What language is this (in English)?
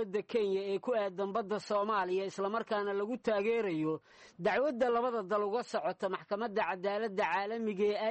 Somali